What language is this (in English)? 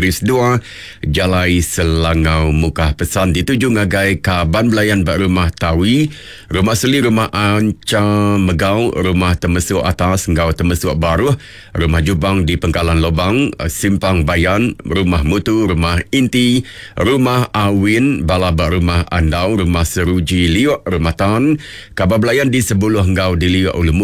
Iban